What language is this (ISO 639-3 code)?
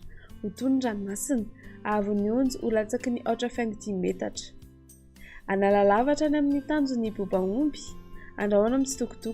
mlg